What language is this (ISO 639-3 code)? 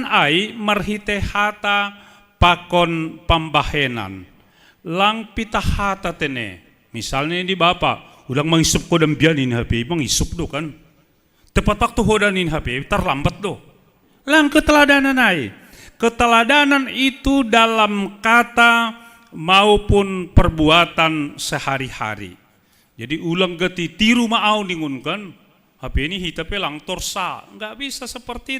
bts